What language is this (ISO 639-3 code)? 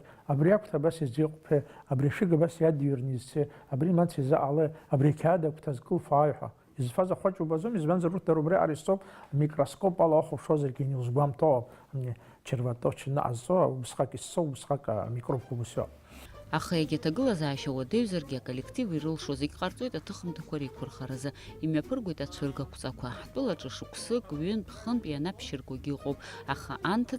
abk